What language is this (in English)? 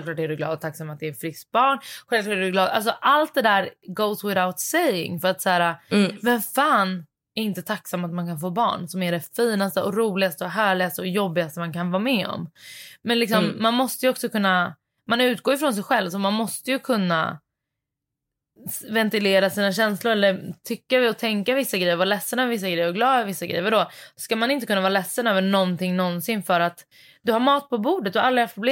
Swedish